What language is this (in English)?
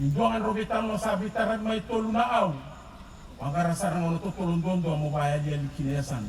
Fijian